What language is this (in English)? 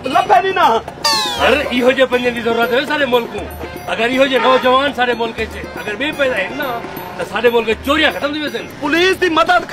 Saraiki